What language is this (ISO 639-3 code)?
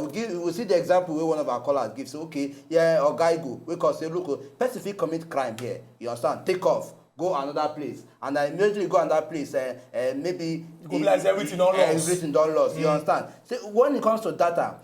pcm